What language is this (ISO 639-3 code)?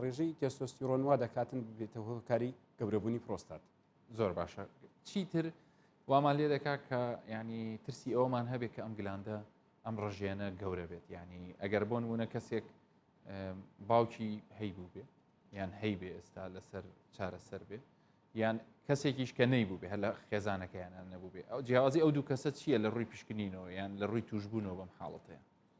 ckb